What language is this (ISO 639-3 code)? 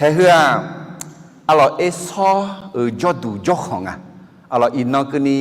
ahk